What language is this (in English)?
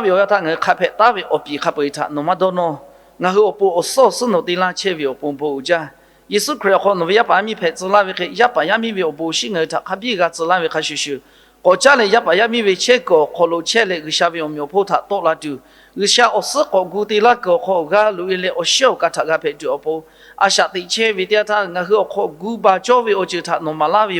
Lahu